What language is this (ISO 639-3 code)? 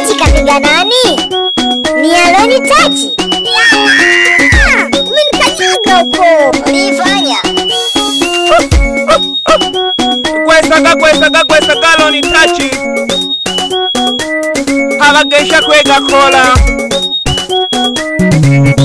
swa